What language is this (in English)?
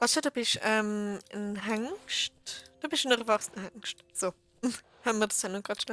Swiss German